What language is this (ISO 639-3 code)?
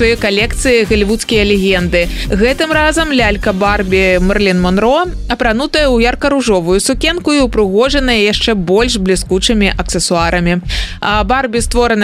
bel